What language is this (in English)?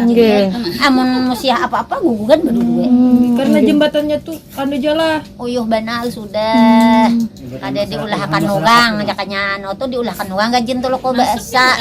Banjar